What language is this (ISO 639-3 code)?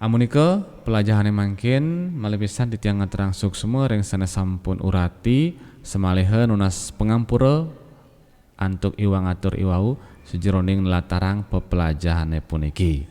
ban